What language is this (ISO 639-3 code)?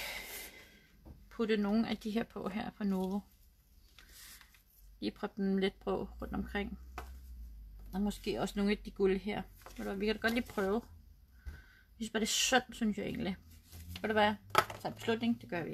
dan